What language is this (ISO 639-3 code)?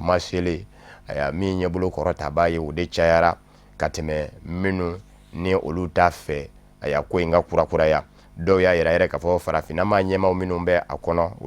bam